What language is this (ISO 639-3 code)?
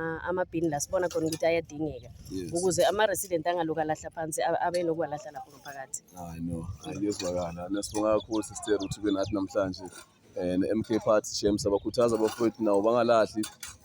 zul